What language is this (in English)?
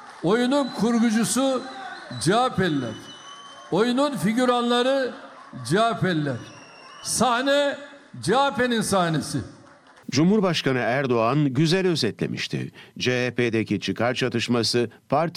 Turkish